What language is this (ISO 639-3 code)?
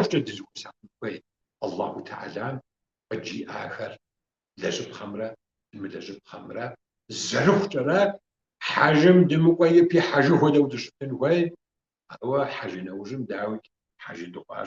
kbd